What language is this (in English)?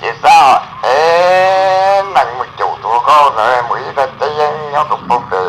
Hmong